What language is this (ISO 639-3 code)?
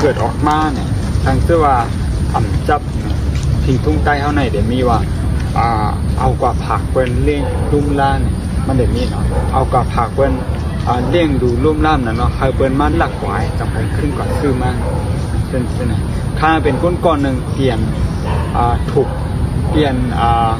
shn